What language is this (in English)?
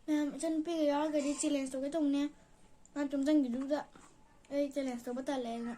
Manipuri